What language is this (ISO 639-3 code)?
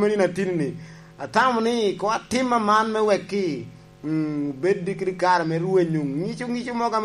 laj